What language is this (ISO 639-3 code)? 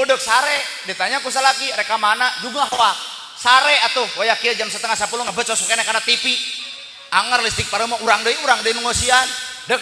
sun